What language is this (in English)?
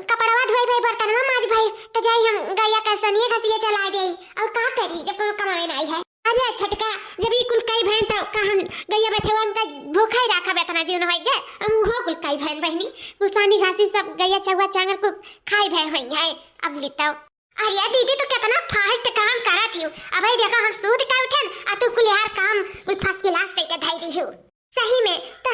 Awadhi